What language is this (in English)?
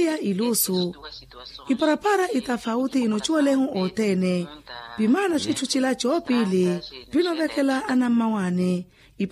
Makhuwa